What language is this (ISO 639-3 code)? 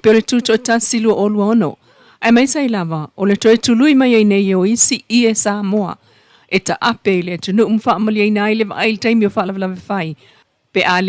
smo